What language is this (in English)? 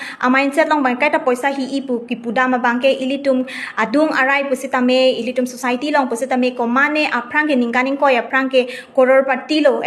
Karbi